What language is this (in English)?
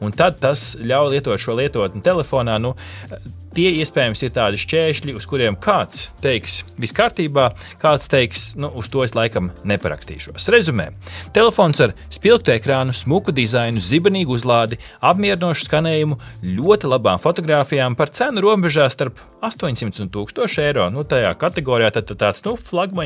Latvian